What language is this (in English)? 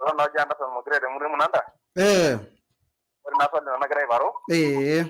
Masai